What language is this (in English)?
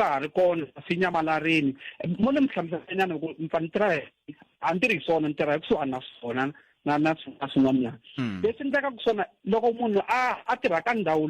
Tsonga